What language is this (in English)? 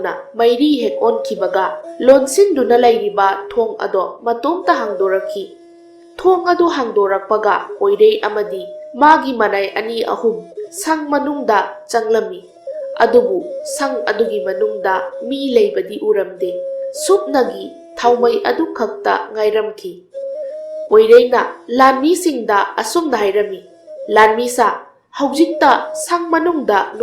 Manipuri